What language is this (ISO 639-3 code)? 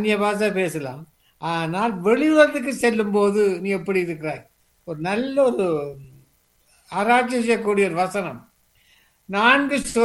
tam